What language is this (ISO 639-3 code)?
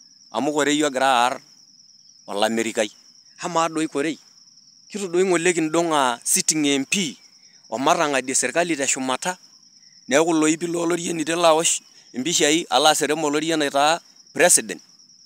mas